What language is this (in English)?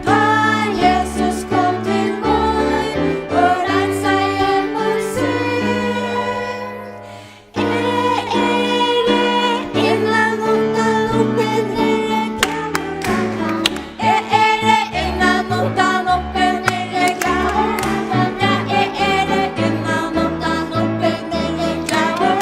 Faroese